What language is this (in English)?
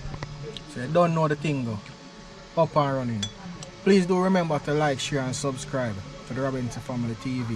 Jamaican Creole English